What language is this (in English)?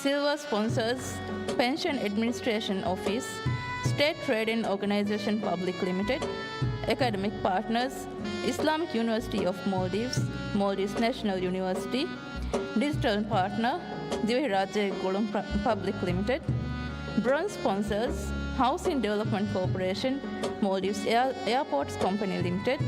Divehi